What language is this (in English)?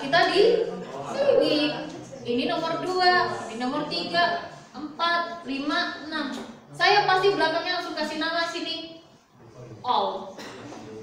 Indonesian